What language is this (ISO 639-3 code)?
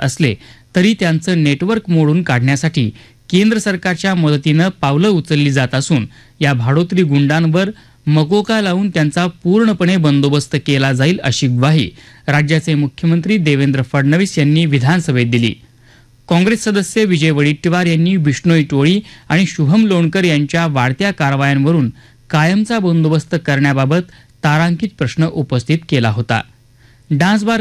mar